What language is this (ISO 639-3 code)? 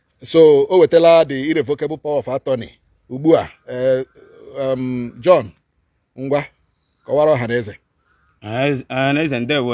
ibo